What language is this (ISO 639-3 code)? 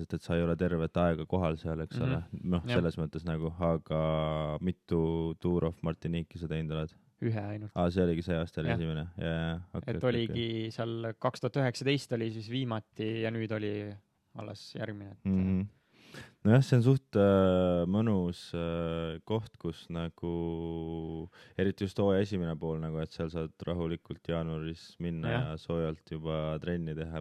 est